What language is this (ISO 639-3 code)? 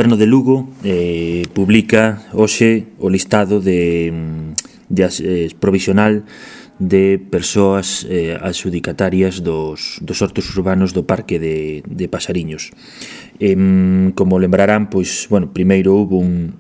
glg